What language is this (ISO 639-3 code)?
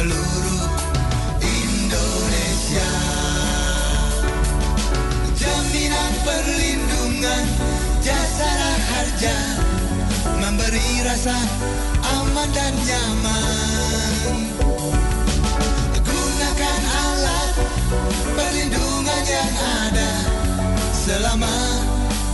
ind